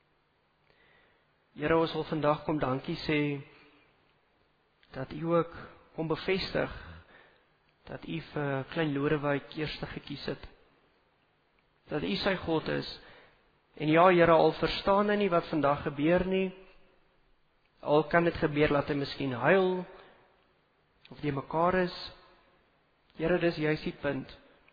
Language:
Afrikaans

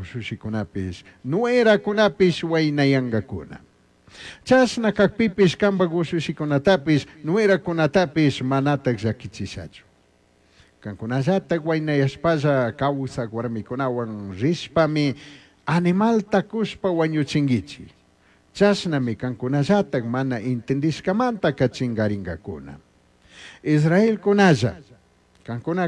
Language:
Chimborazo Highland Quichua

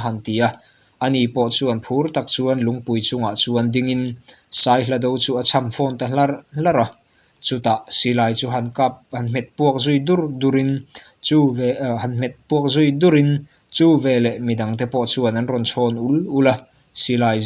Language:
Mizo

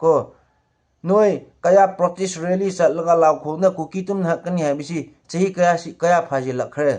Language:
Manipuri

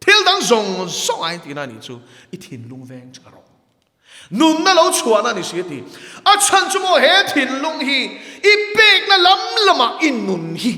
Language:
Mizo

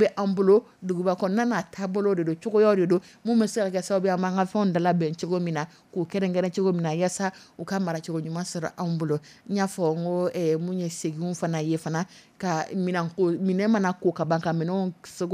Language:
Dyula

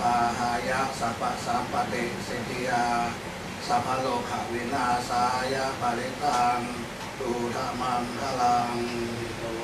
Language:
Pali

